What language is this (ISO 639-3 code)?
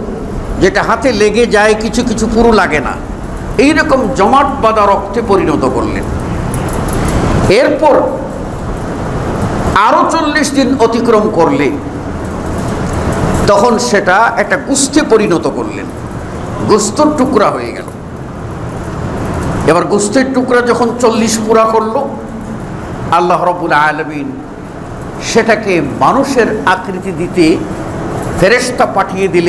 ben